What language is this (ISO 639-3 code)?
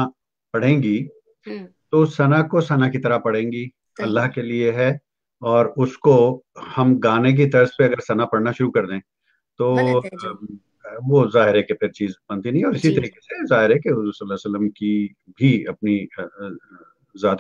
urd